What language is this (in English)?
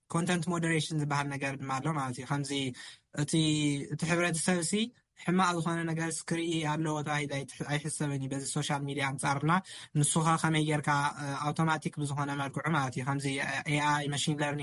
Tigrinya